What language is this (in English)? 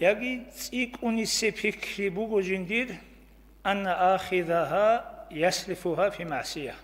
Avaric